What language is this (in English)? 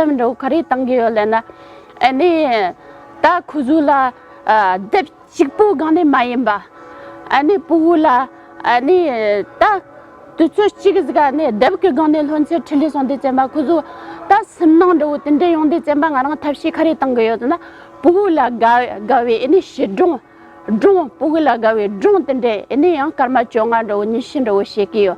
Tibetan